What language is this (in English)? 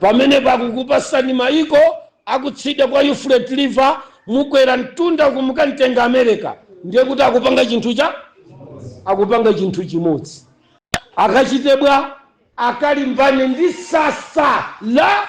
Nyanja